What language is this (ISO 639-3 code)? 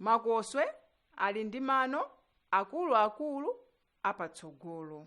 nya